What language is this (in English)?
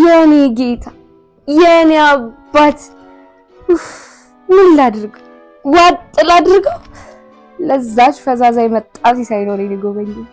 Amharic